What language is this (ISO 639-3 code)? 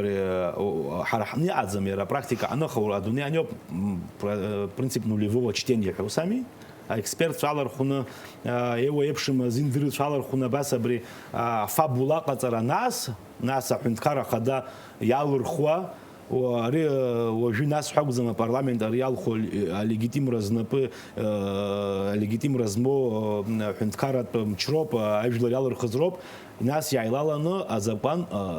abk